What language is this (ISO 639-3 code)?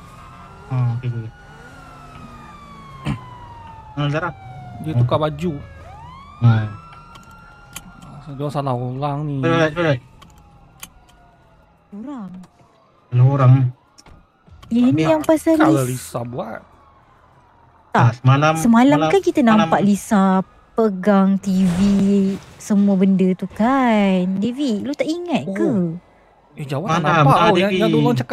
msa